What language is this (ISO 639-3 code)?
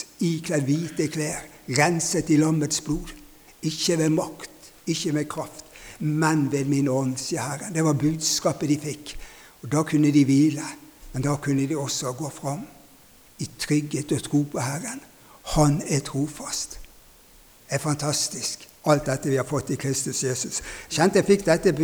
nor